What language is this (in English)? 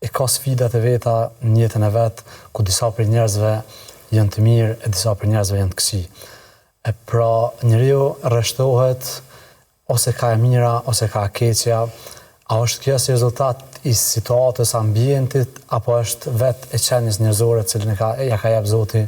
Albanian